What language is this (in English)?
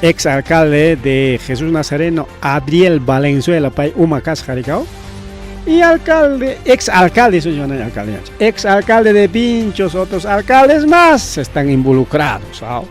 Ayacucho Quechua